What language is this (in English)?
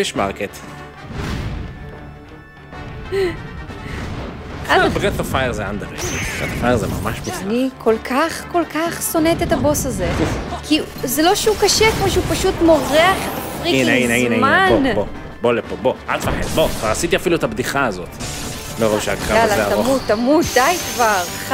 Hebrew